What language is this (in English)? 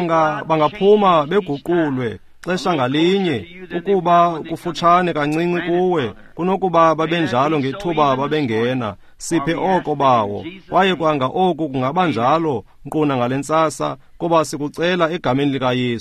Xhosa